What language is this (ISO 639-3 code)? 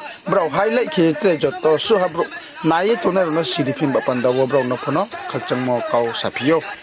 ria